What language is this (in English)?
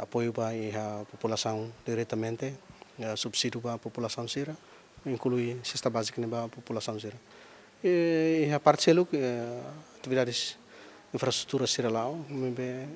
Tetum